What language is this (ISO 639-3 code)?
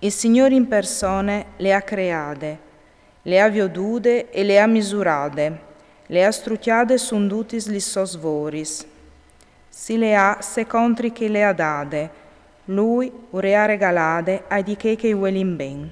fur